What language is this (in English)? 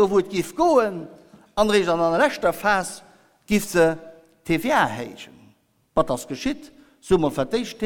Luxembourgish